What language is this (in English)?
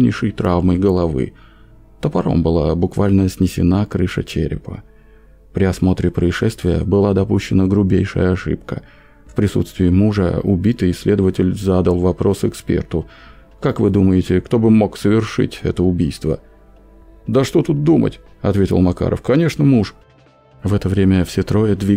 Russian